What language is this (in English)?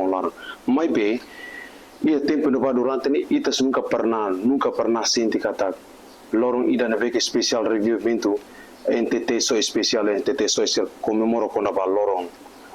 Tetum